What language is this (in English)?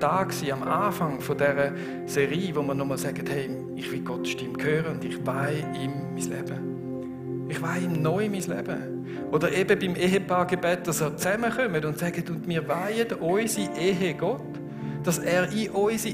Swiss German